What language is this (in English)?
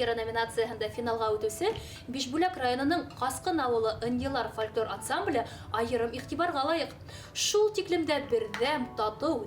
Bashkir